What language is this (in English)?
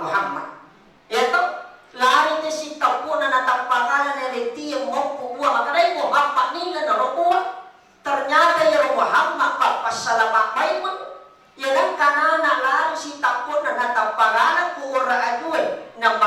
Buginese